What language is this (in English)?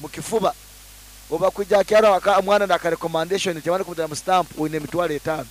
Nyoro